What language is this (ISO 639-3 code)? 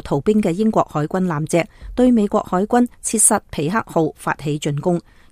yue